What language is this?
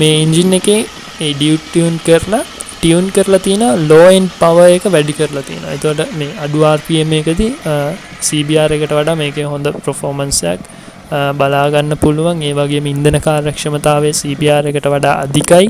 Sinhala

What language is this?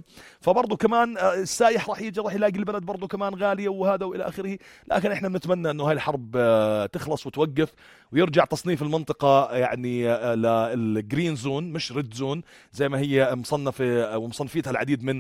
North Levantine Arabic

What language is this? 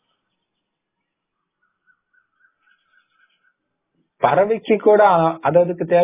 Tamil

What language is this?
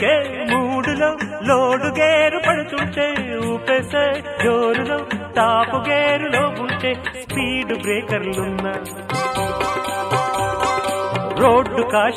Telugu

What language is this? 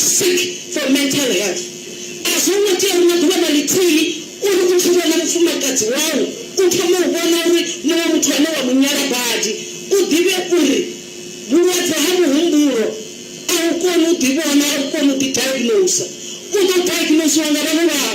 Venda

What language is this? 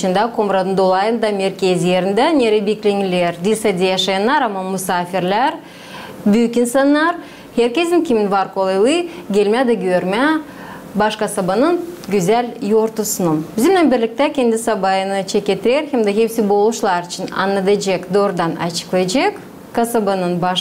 Gagauz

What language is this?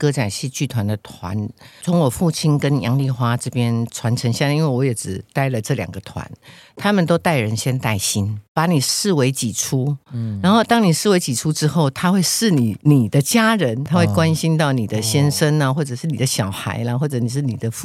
Chinese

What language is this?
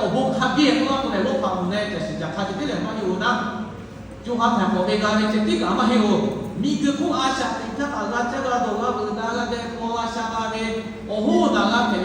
Lahu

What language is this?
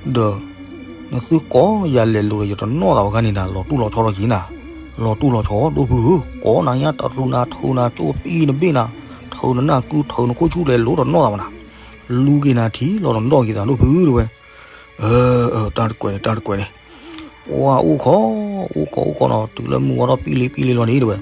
S'gaw Karen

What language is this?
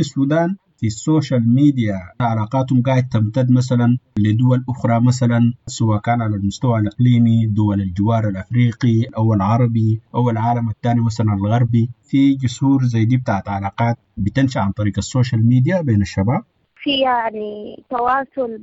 Sudanese Arabic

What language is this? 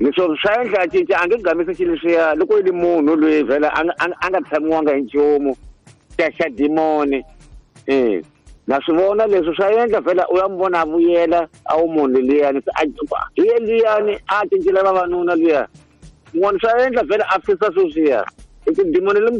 Tsonga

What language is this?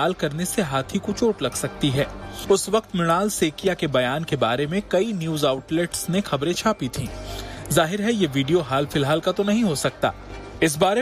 Hindi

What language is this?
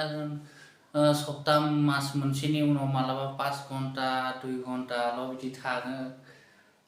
Bodo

